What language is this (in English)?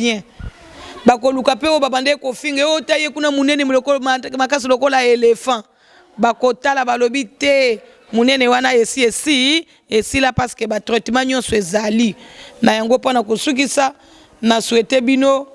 Lingala